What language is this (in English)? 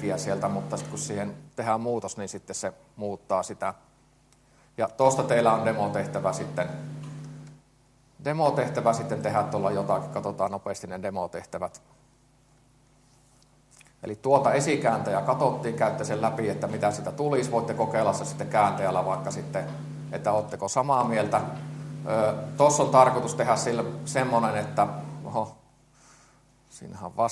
Finnish